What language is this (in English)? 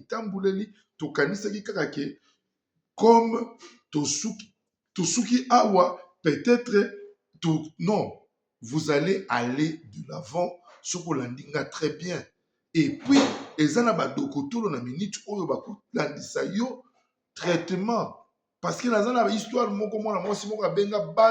Lingala